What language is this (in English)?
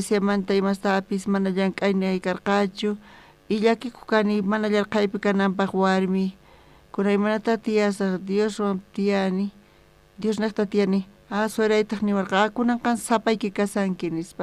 South Bolivian Quechua